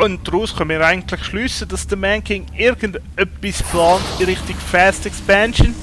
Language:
Swiss German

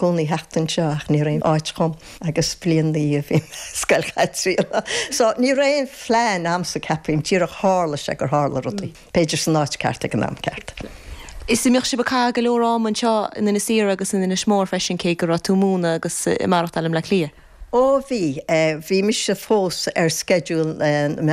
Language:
Irish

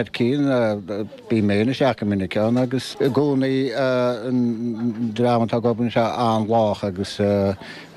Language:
Irish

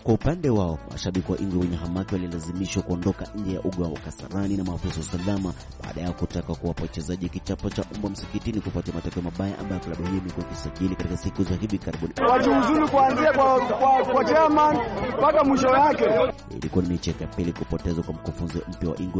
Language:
Swahili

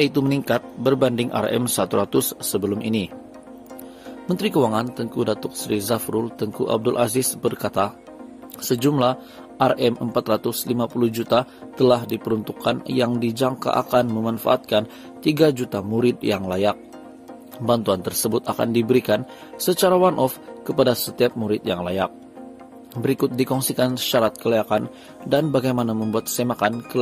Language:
Malay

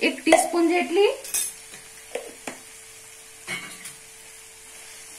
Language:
Gujarati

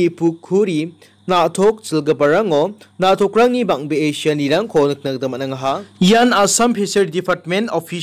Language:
Garo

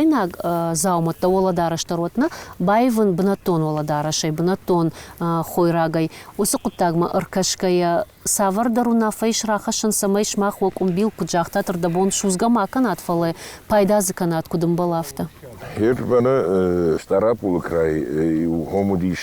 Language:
Ossetic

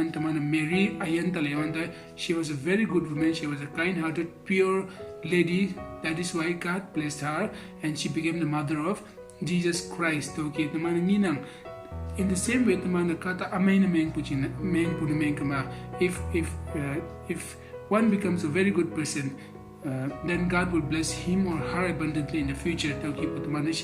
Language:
Konyak Naga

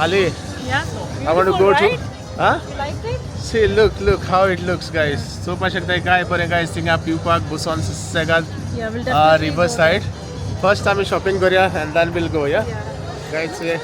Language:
Konkani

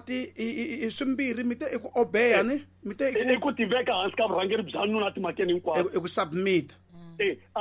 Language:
Tsonga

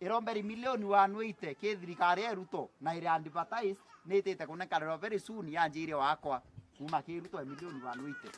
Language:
Meru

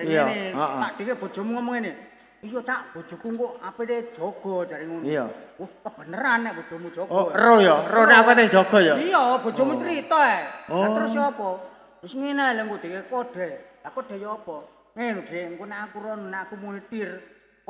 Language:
Javanese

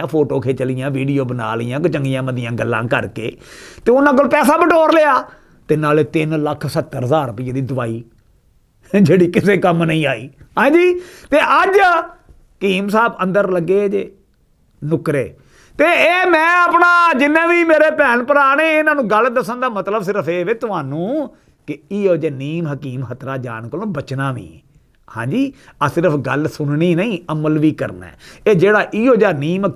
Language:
Western Panjabi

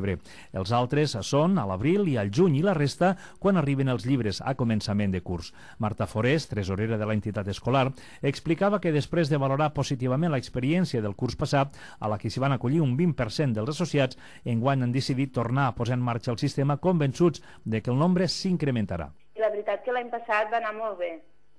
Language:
Catalan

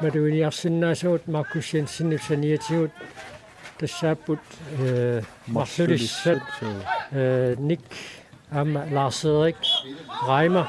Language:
Kalaallisut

